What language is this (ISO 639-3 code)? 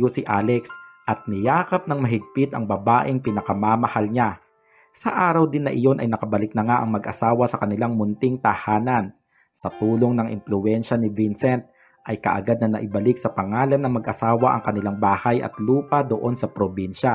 fil